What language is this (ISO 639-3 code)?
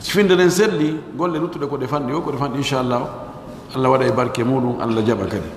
fuf